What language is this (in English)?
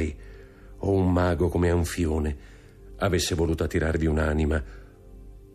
Italian